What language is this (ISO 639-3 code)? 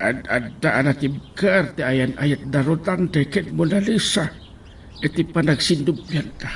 ilo